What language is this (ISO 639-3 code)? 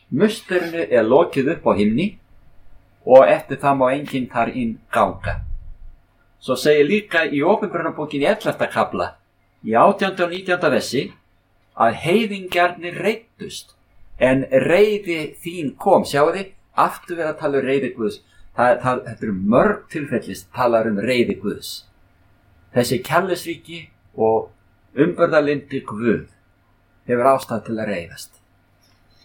isl